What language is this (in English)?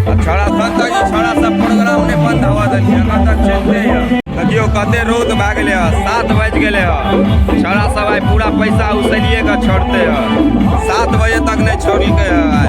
Maithili